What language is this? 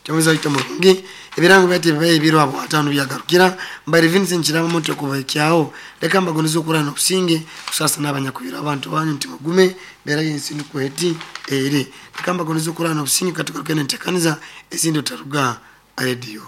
Nyoro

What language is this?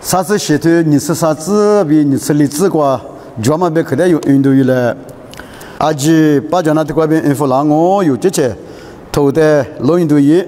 Lisu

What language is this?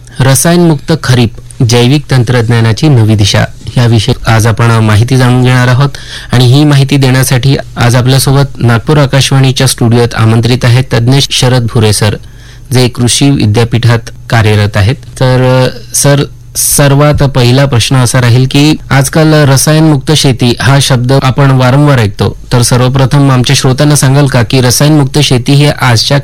Marathi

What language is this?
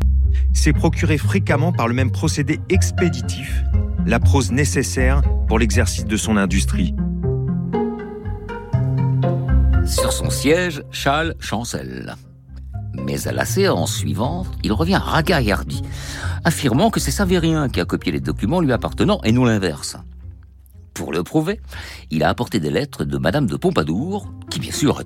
French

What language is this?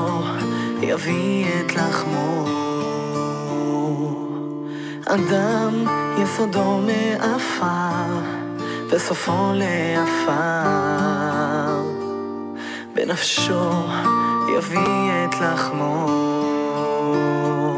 Hebrew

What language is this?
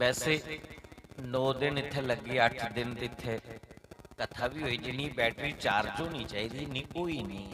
Dogri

